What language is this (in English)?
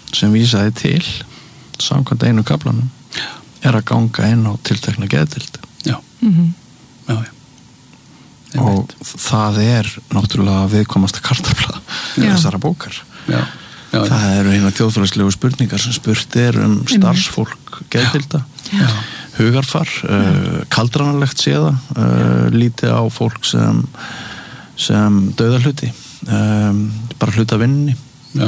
Icelandic